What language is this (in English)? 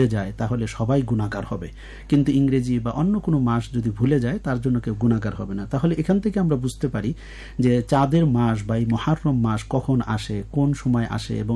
Bangla